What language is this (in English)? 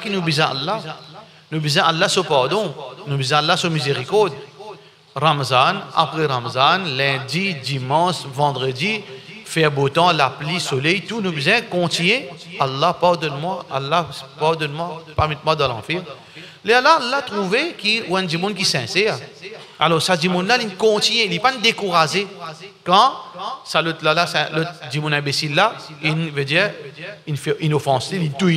Morisyen